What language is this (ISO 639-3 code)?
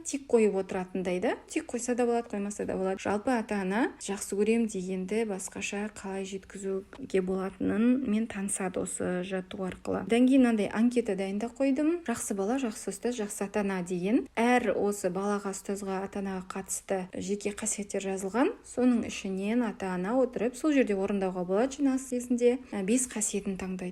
kaz